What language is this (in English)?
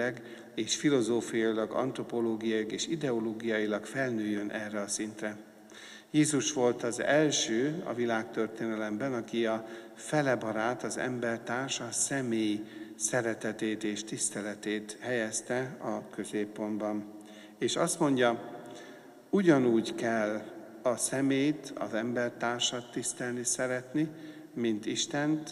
Hungarian